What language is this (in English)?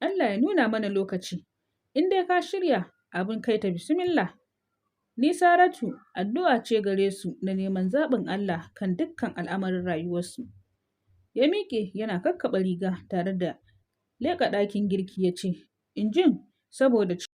Hausa